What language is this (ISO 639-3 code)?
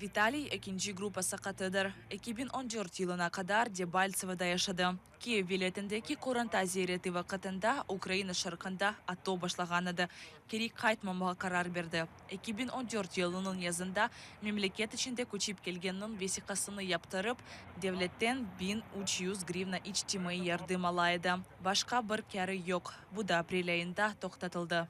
crh